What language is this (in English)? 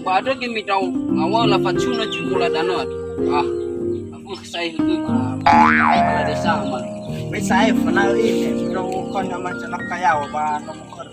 Nias